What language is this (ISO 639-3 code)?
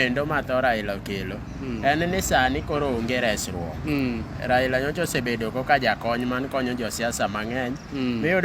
luo